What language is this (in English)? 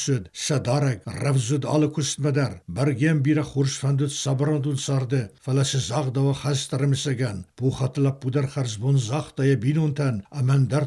Ossetic